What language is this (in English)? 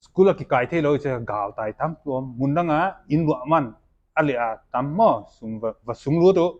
Paite Chin